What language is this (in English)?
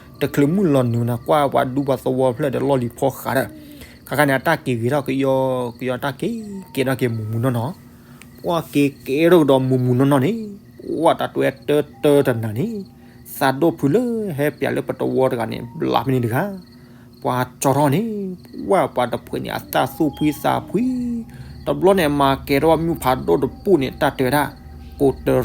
S'gaw Karen